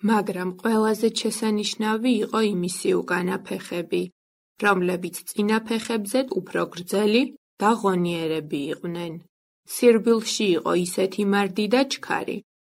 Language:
Georgian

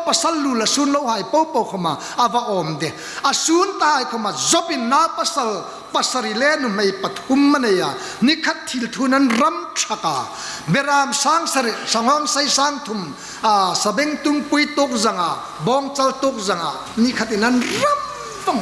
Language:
Hmar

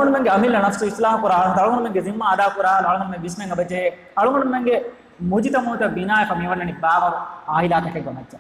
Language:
Divehi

